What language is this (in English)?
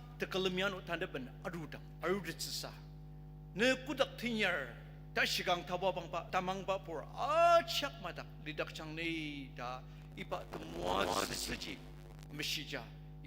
Ao Naga